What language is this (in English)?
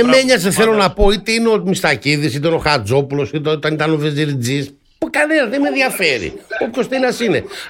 Greek